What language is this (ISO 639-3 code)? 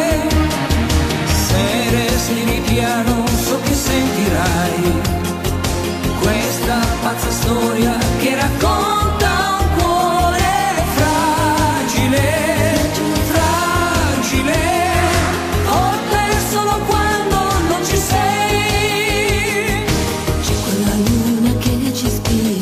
ita